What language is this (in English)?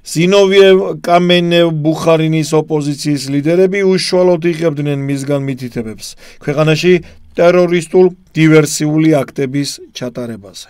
Georgian